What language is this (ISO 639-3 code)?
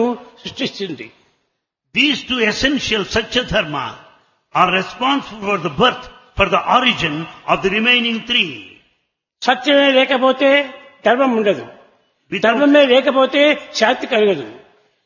tel